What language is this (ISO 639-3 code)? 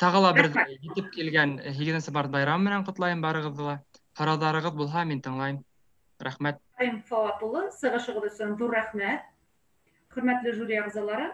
bak